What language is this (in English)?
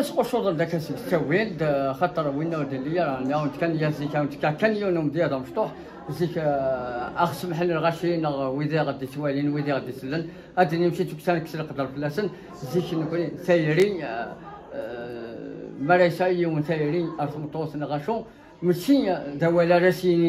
Kabyle